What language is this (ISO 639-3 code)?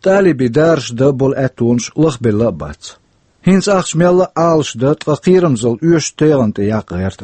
che